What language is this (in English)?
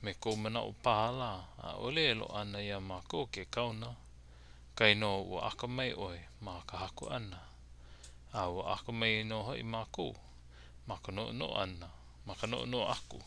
Hawaiian